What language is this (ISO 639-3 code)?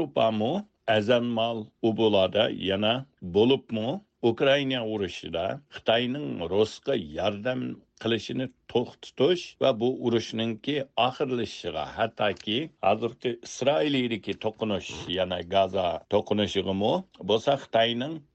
uig